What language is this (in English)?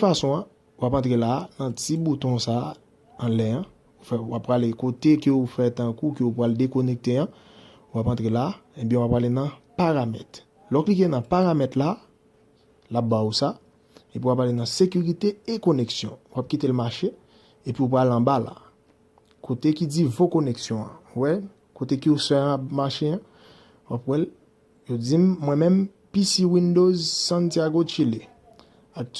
Haitian Creole